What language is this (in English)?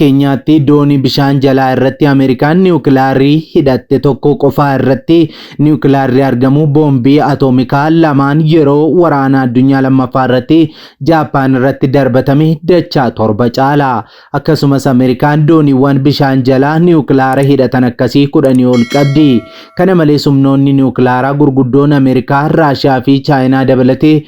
Oromo